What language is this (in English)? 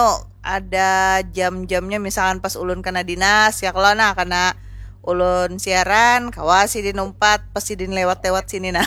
Banjar